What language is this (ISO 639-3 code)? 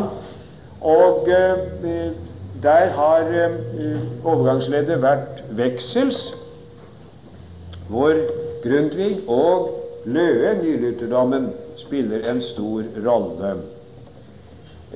nor